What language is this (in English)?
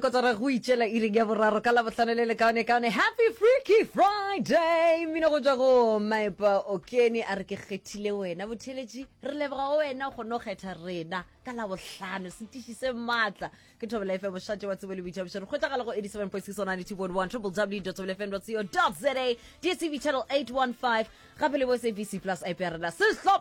Northern Sotho